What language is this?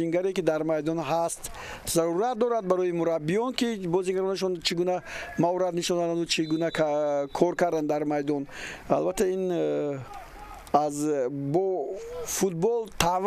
Tajik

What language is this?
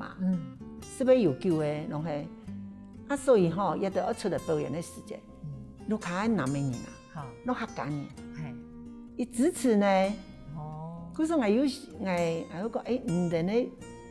Hakka Chinese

